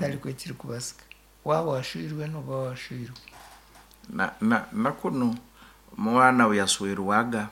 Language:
Nyankole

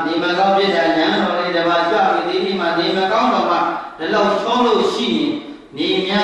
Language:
Burmese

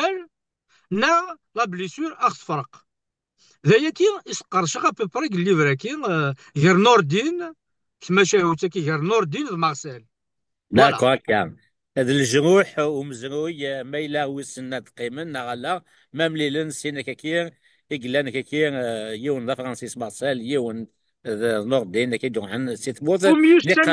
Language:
Kabyle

